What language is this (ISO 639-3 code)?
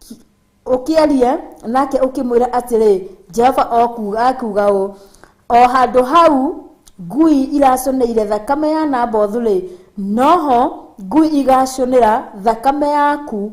kik